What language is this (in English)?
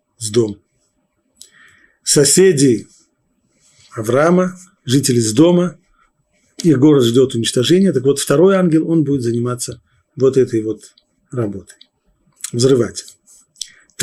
Russian